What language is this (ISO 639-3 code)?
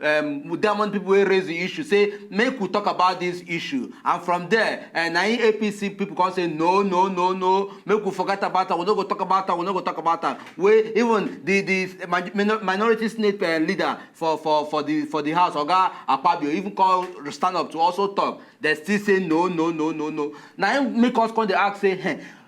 pcm